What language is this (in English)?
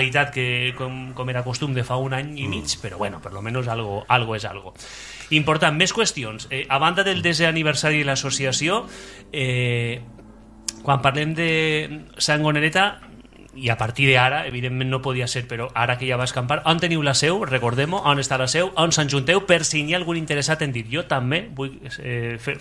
Catalan